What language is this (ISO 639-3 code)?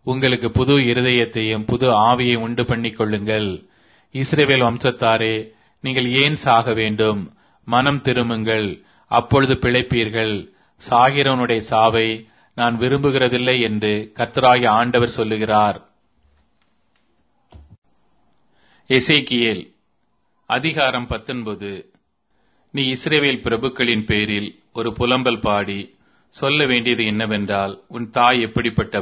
tam